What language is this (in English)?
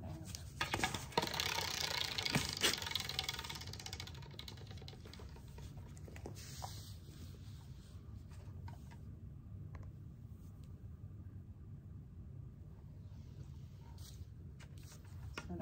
Swedish